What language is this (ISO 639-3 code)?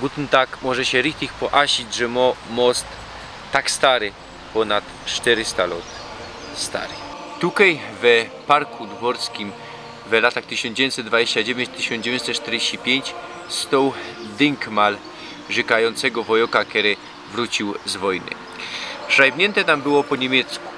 szl